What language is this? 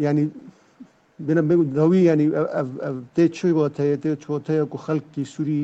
Kurdish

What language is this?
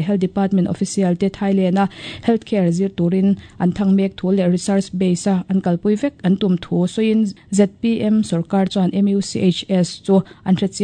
Mizo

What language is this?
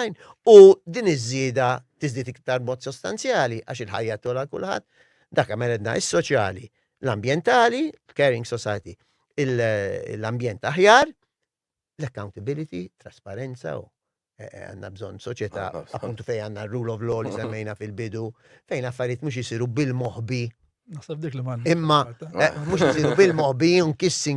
Maltese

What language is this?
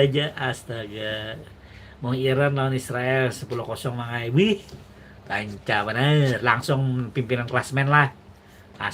Banjar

